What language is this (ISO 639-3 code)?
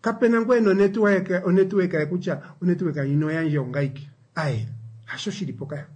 kua